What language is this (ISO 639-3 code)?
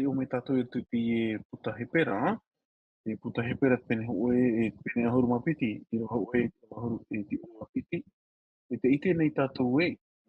tah